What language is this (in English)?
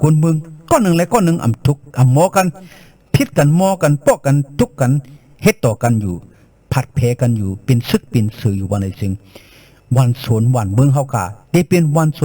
Shan